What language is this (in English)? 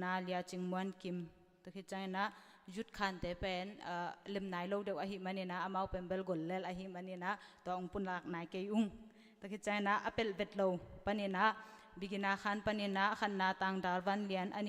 Tedim Chin